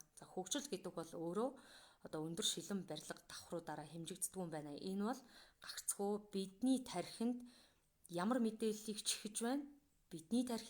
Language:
Mongolian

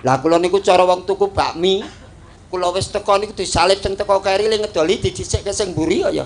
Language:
Javanese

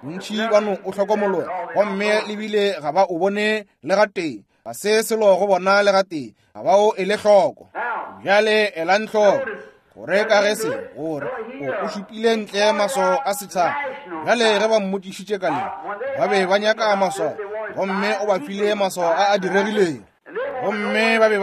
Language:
Northern Sotho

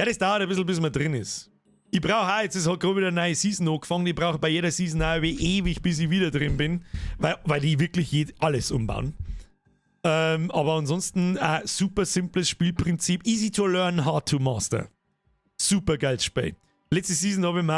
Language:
Bavarian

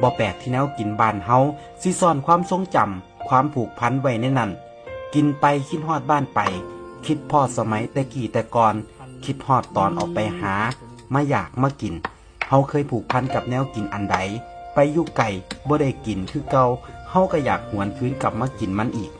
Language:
Northeastern Thai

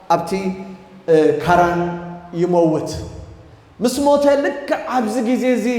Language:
Tigrinya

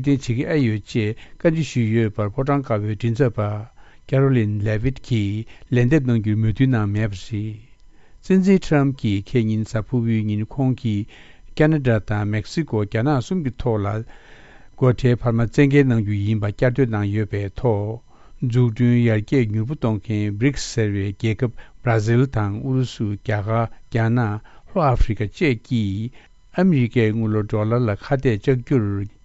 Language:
Tibetan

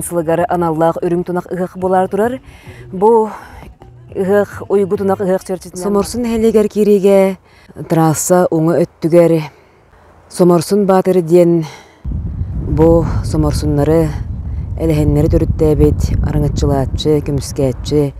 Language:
Yakut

